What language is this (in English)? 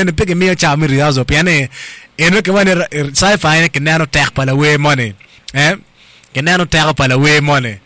Acoli